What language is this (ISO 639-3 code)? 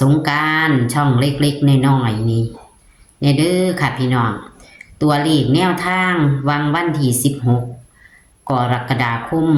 tts